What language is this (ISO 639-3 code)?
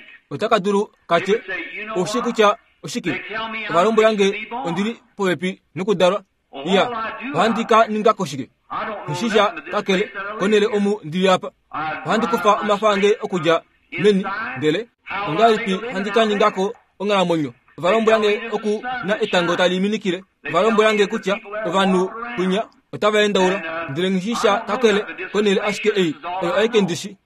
kua